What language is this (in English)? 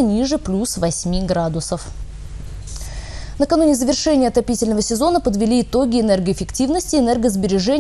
Russian